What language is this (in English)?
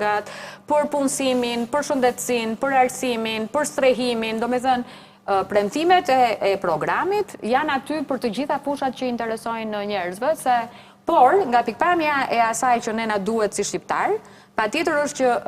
Albanian